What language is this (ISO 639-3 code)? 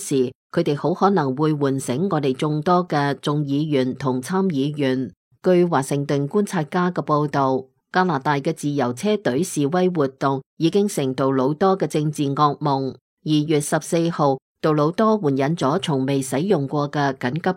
yue